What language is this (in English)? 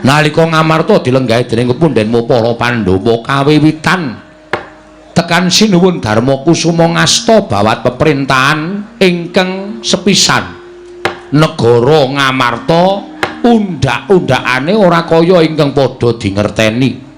Javanese